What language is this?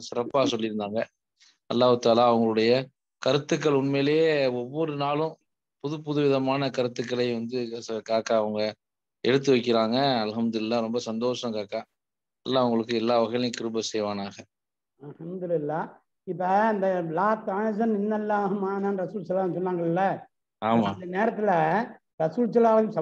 Tamil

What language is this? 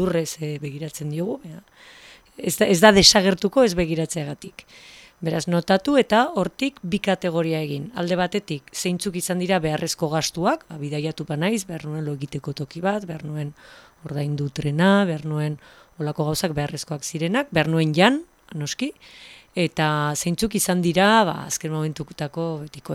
Basque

